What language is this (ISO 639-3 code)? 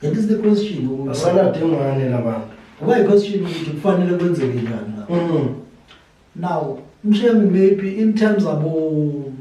zul